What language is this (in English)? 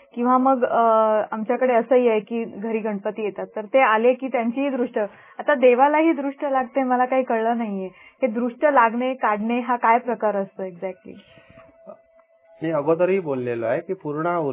Marathi